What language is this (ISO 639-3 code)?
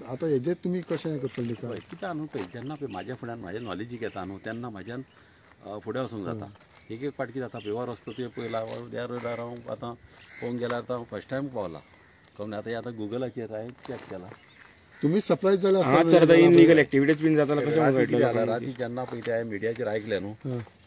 kok